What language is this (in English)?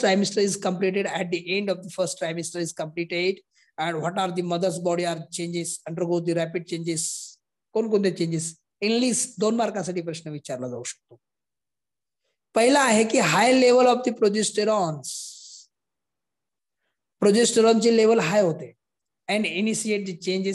Marathi